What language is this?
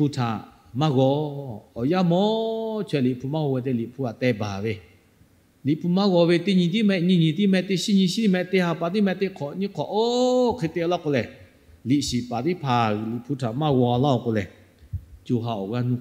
Lahu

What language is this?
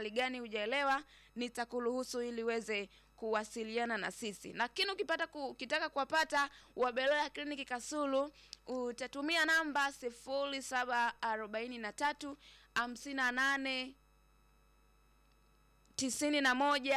Swahili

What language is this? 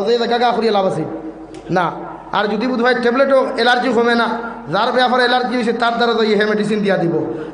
Sylheti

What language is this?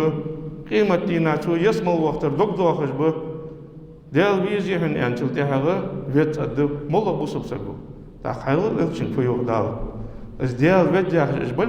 Ingush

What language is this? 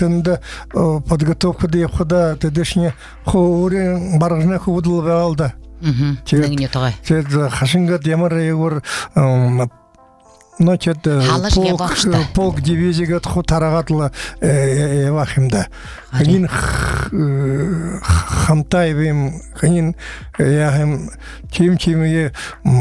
Buriat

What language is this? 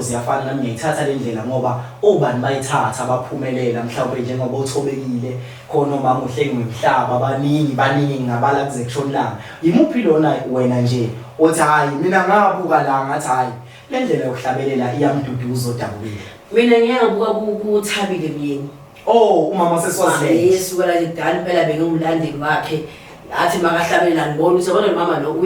Zulu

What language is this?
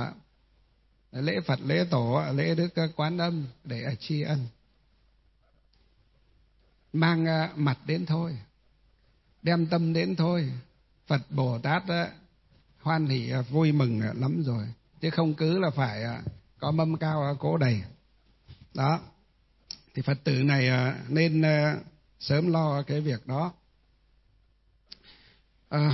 Vietnamese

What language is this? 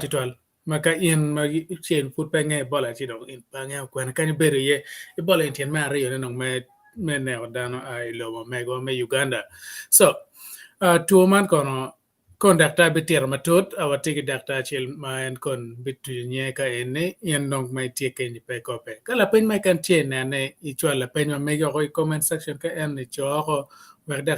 Acoli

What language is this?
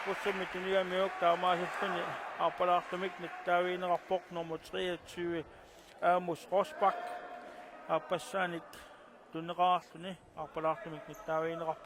Kalaallisut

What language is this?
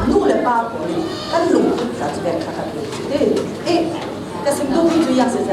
Falam Chin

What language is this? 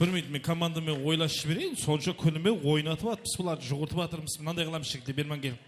Kara-Kalpak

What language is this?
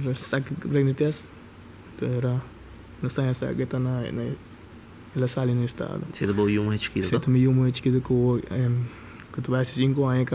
Papiamento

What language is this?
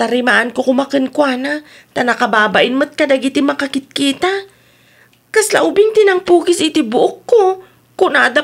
Iloko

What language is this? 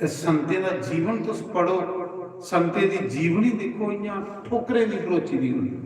Dogri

